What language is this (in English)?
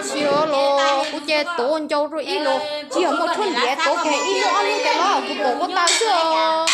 Hmong